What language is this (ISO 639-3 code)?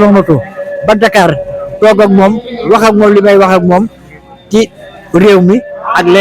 wol